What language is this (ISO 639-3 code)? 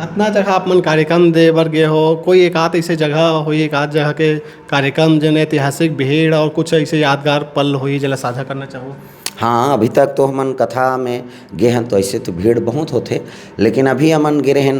hne